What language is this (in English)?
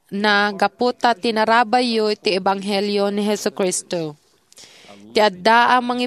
Iloko